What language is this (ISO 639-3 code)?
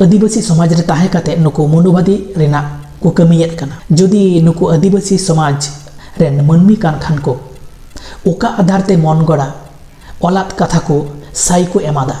sat